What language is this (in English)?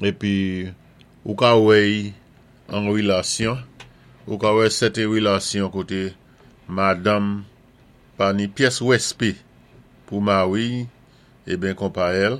Saint Lucian Creole French